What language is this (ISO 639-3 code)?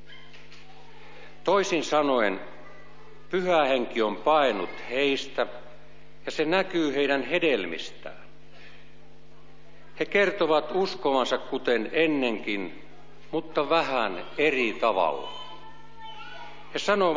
fin